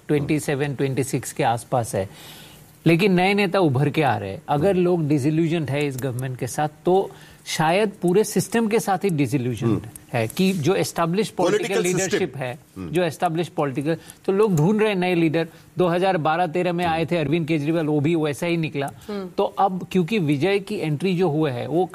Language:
Hindi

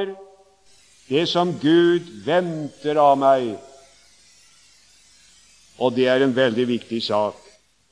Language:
Norwegian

